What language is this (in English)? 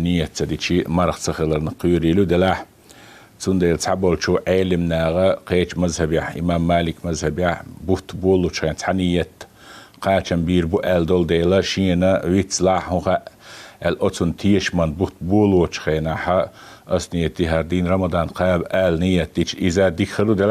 Chechen